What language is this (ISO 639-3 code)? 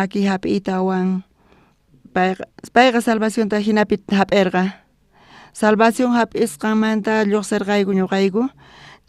quh